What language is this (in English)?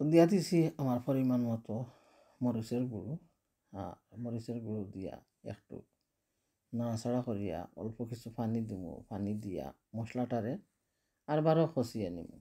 Sylheti